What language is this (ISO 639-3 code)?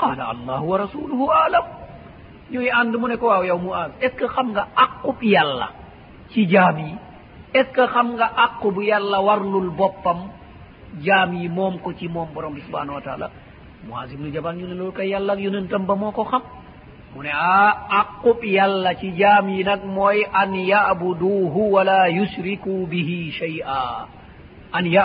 wol